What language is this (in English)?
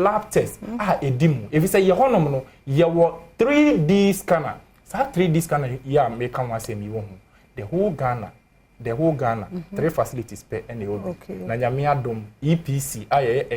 Akan